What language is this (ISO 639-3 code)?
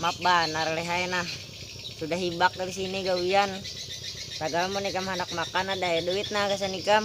bjn